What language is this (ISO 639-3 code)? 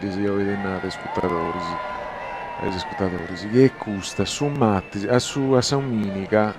srd